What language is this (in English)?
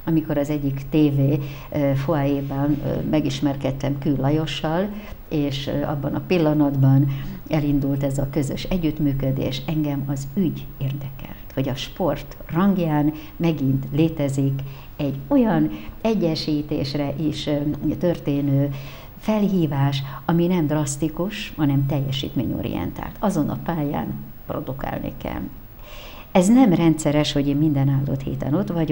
Hungarian